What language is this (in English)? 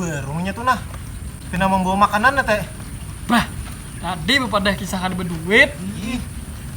Banjar